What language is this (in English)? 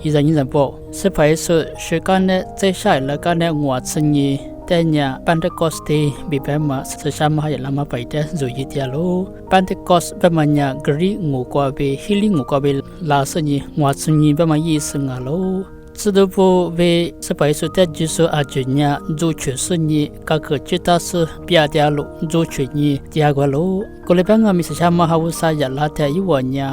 Lisu